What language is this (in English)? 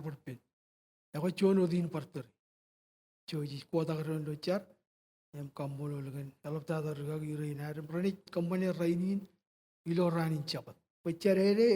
Marshallese